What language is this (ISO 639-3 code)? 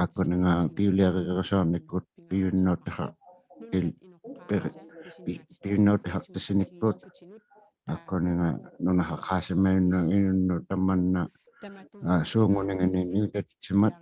iku